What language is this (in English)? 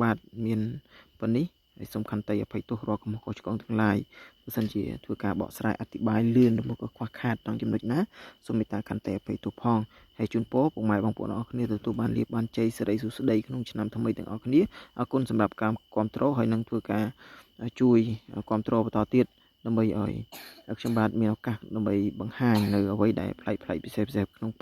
Khmer